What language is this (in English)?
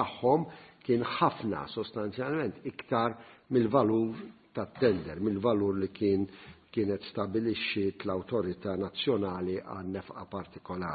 Maltese